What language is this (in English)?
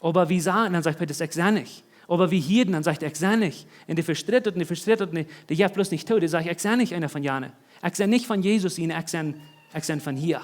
Plautdietsch